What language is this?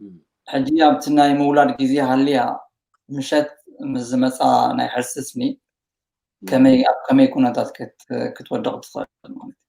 Tigrinya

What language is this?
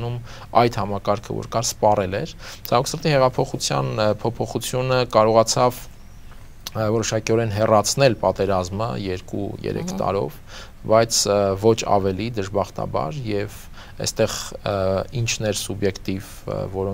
Armenian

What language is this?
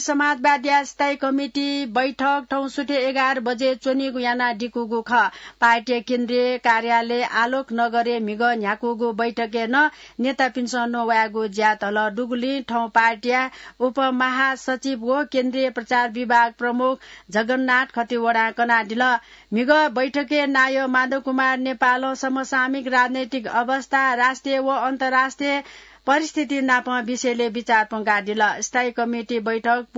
Newari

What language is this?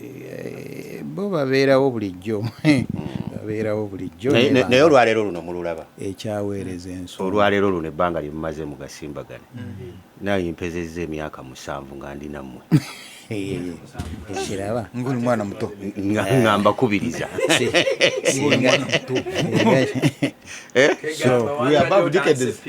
Ganda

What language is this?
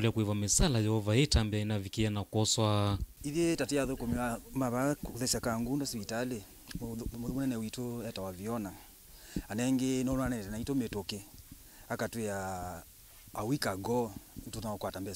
Kamba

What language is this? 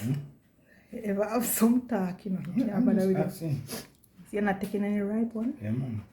Jamaican Creole English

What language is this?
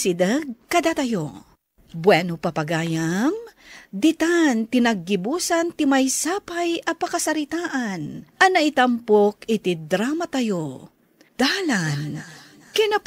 Iloko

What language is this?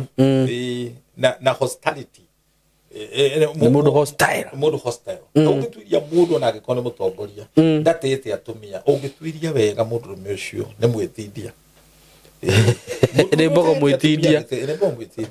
Kikuyu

